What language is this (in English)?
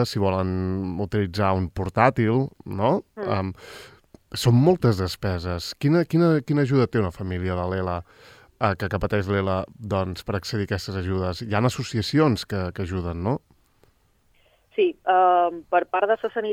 Catalan